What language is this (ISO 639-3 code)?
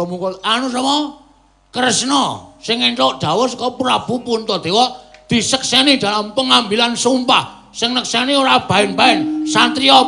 jav